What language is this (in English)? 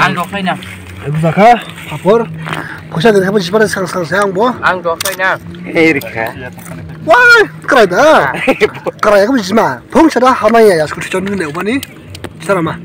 Dimasa